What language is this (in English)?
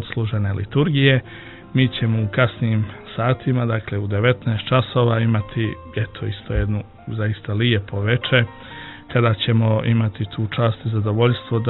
Bosnian